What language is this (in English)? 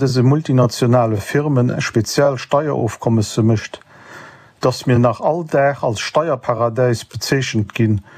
Luxembourgish